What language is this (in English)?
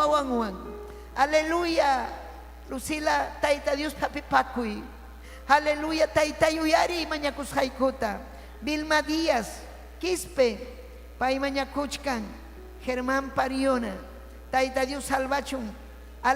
Ayacucho Quechua